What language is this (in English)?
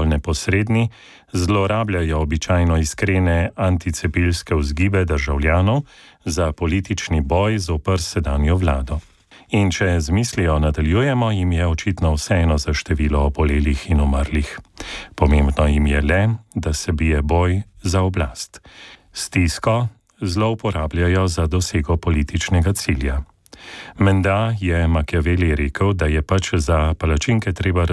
Slovenian